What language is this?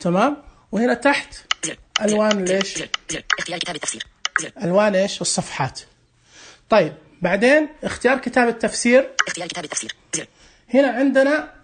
Najdi Arabic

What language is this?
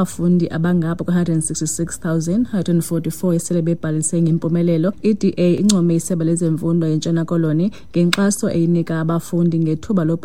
Xhosa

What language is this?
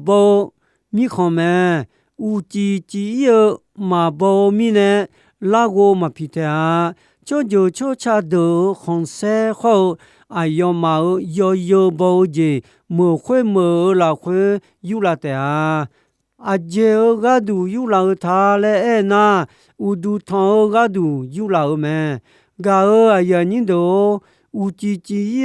Akha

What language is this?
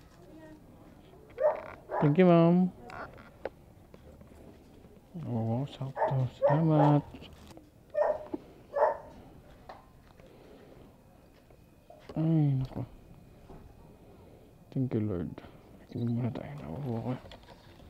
Filipino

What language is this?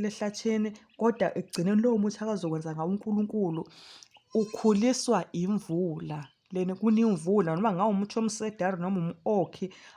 Zulu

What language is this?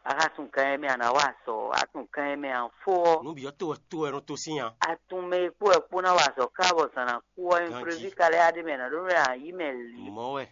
Fon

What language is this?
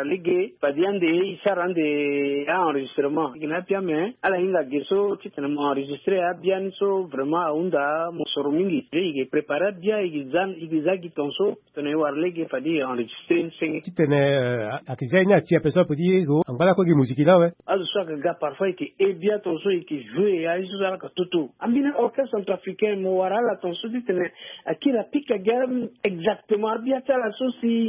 Sango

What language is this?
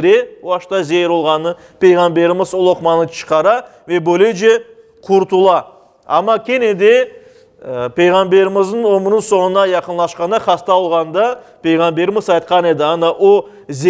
Crimean Tatar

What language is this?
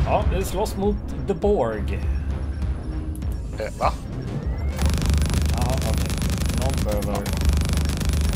Swedish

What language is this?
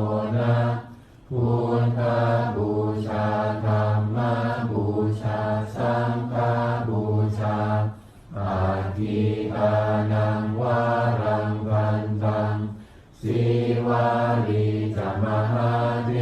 Pali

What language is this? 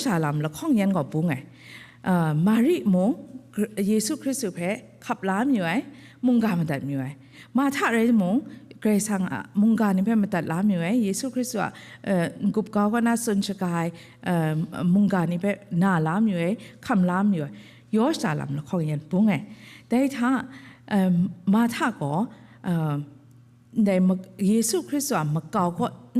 Kachin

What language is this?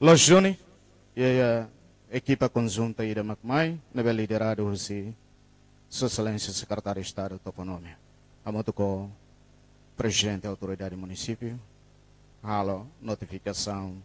Tetum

